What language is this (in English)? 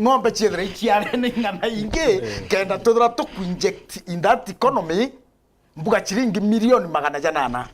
Meru